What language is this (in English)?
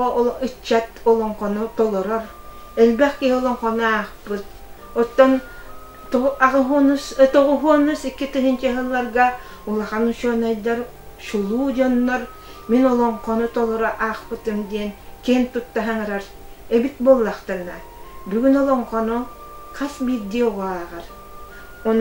Yakut